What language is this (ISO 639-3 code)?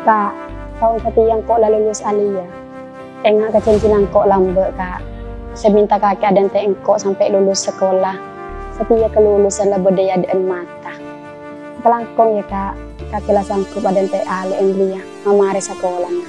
mad